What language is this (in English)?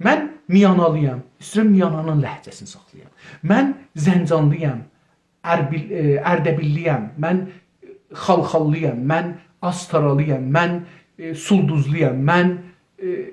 South Azerbaijani